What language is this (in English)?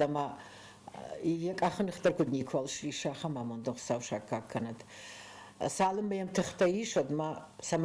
Ossetic